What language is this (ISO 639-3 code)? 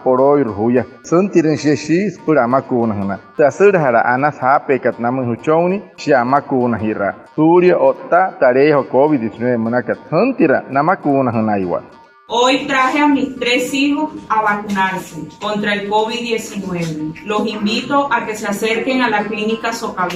guc